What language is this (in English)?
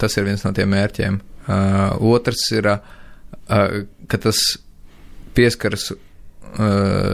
Latvian